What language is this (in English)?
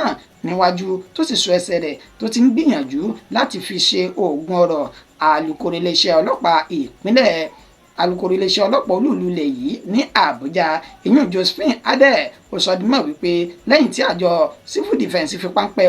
Yoruba